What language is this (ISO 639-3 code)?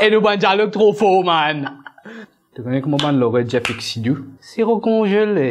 mfe